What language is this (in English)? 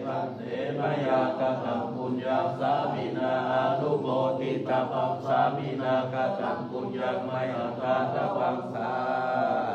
Pali